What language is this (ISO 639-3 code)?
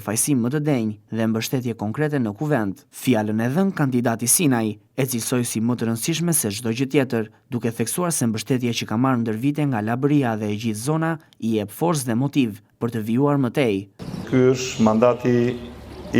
sqi